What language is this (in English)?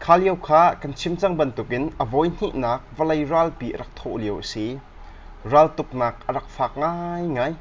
Hakha Chin